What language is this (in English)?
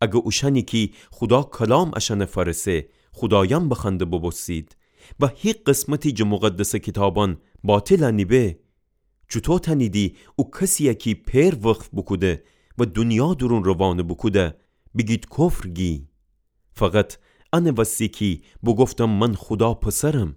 Gilaki